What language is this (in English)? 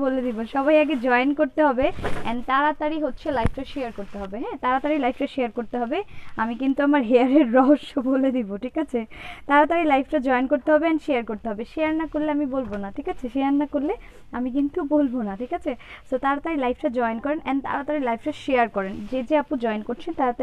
Bangla